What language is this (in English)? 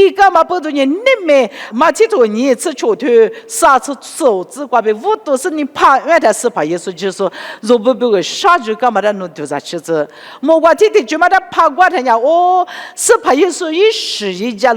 Lisu